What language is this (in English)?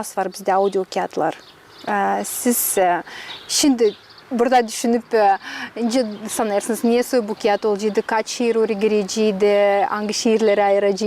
Gagauz